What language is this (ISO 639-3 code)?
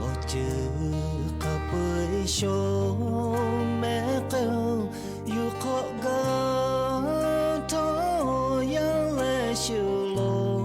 lhu